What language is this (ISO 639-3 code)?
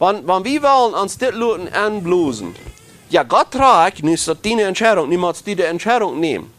pdt